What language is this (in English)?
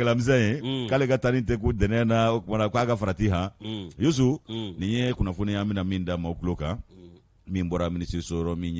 Bambara